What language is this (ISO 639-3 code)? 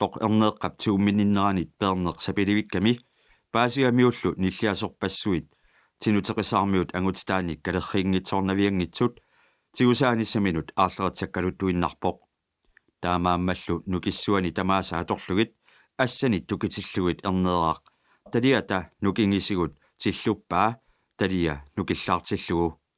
kal